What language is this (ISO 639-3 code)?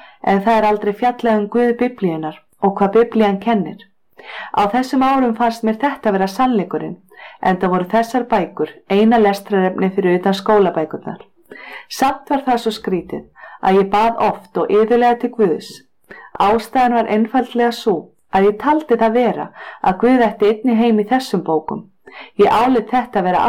isl